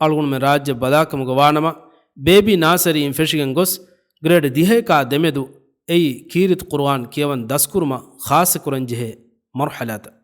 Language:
Divehi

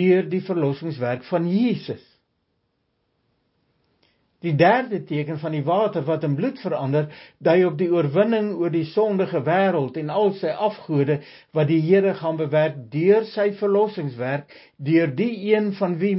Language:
Afrikaans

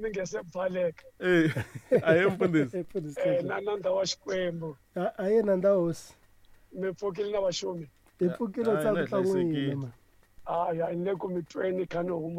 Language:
Tsonga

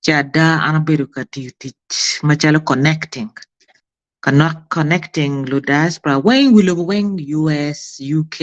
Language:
Acoli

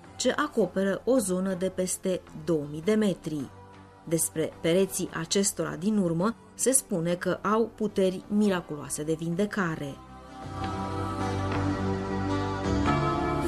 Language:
Romanian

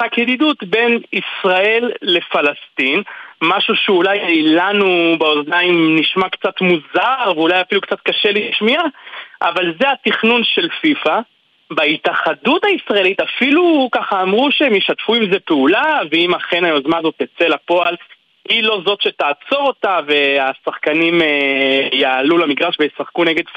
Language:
Hebrew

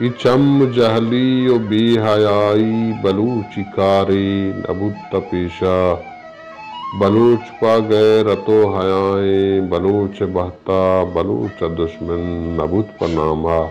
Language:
Baluchi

